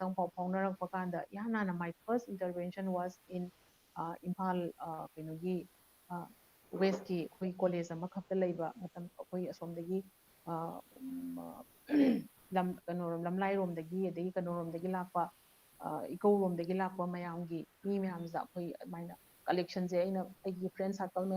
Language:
Manipuri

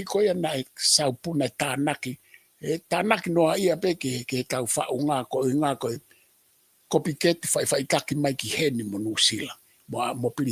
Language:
Tongan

